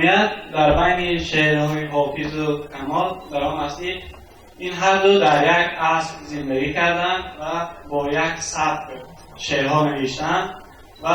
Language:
Tajik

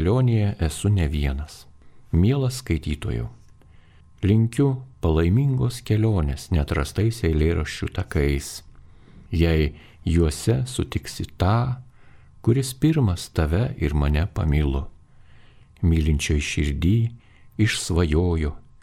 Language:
Lithuanian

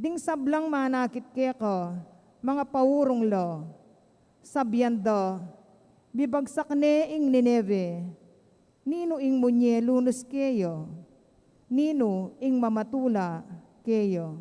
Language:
Pampanga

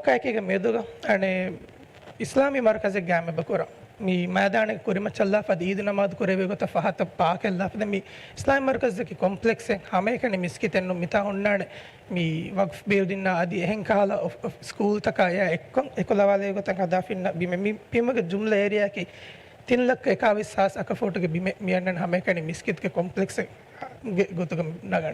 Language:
Divehi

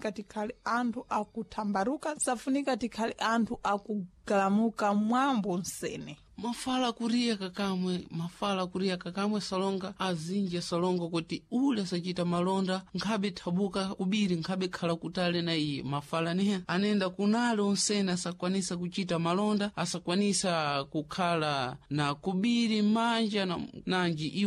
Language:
Sena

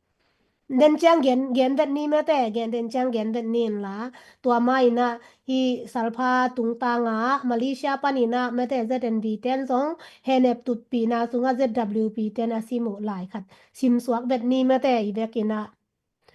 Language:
Tedim Chin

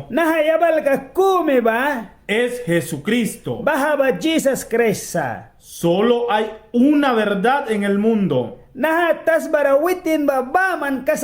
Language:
Mískito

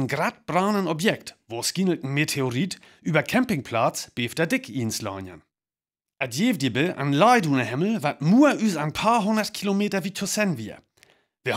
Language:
Northern Frisian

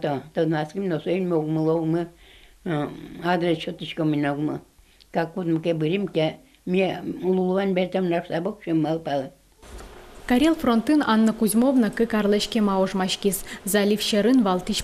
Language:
Udmurt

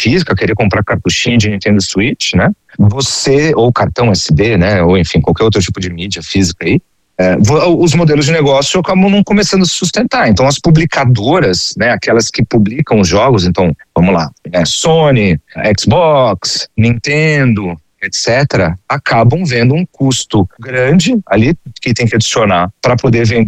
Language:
Portuguese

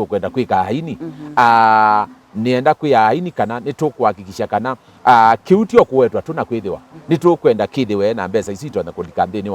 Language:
Kamba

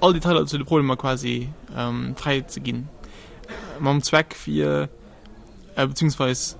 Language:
Luxembourgish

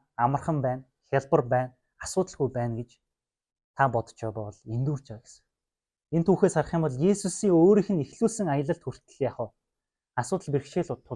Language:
Mongolian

